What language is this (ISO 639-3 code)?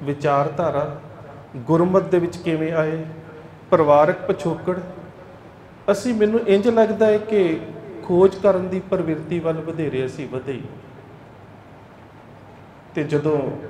pan